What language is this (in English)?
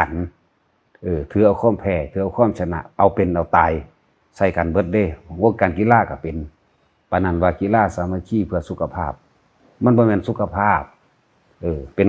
Lao